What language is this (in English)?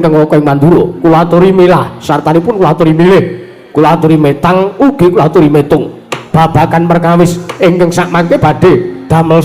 Javanese